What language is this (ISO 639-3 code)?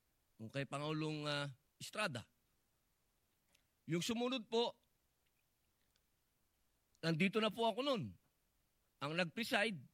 fil